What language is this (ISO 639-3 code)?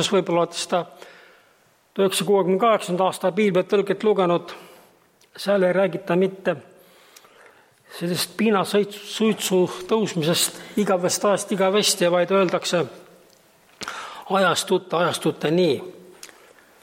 est